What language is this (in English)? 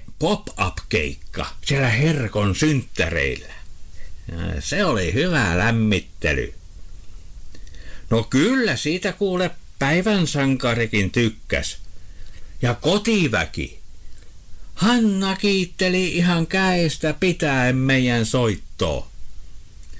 Finnish